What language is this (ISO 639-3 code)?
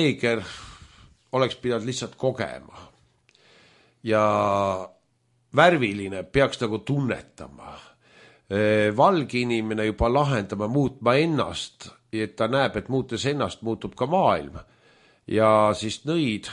est